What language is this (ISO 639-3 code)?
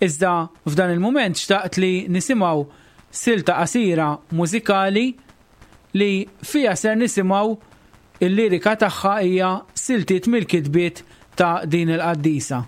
mlt